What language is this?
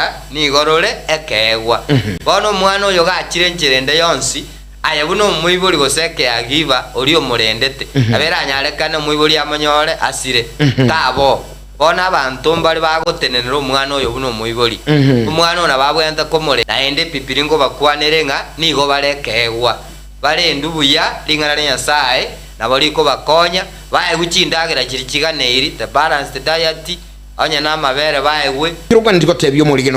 Gusii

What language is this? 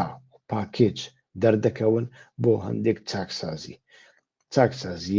Central Kurdish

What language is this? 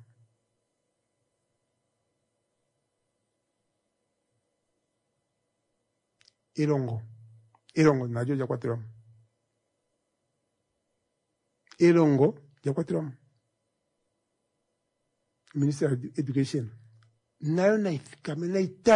Swahili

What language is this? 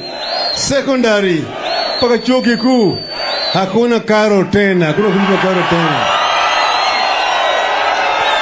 Swahili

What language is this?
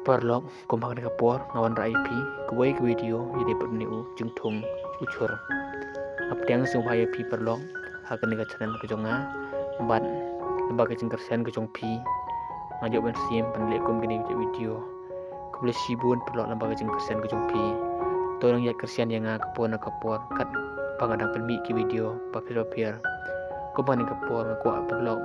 Khasi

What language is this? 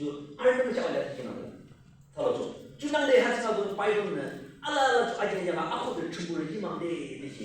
Yimchungru Naga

